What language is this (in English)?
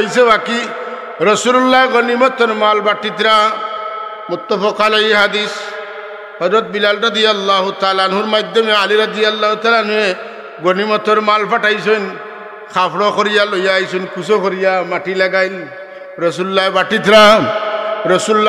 Sylheti